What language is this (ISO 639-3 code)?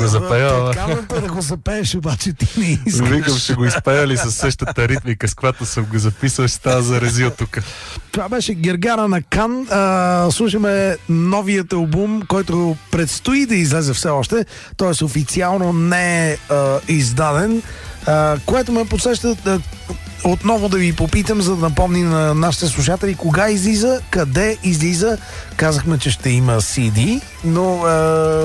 bul